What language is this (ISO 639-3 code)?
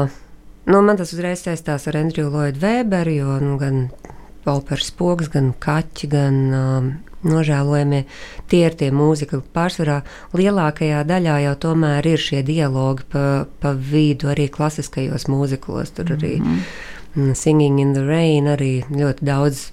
lav